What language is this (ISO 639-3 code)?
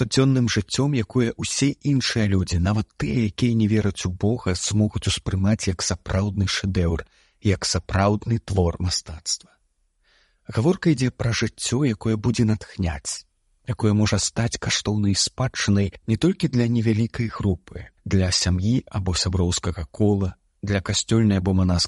bel